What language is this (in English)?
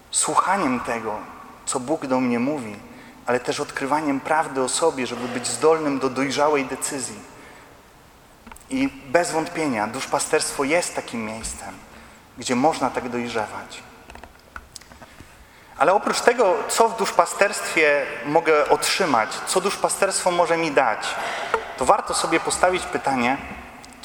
Polish